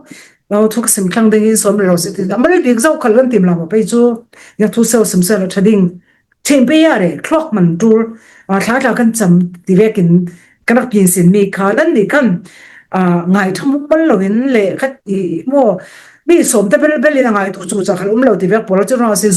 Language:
Falam Chin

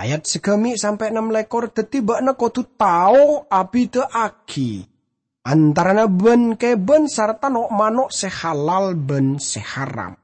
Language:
Madurese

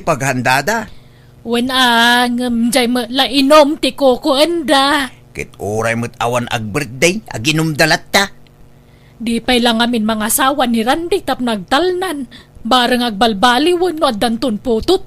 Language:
Iloko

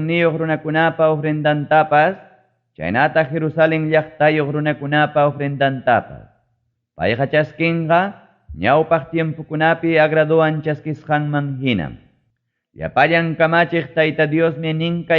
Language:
Ayacucho Quechua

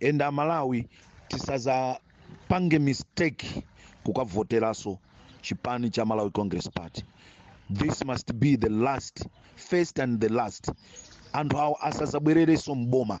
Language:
Nyanja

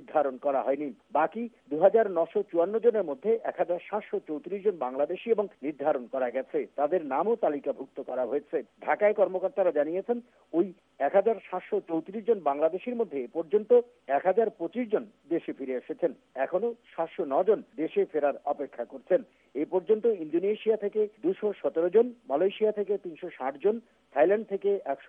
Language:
Bangla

